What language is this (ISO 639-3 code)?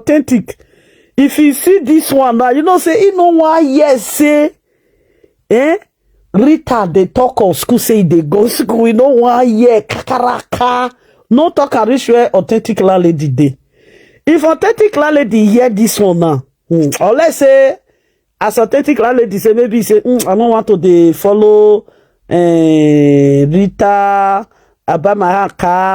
pcm